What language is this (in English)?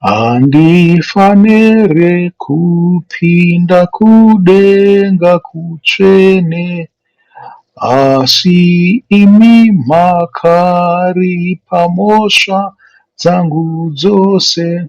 Shona